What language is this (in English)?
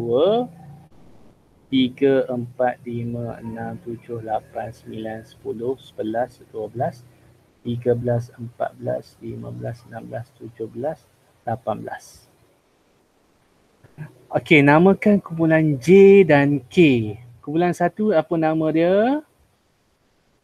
Malay